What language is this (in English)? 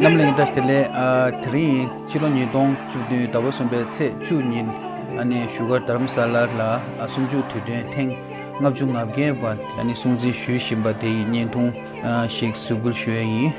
Tibetan